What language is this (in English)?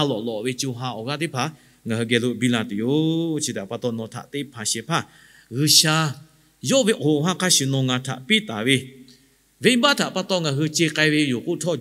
Lahu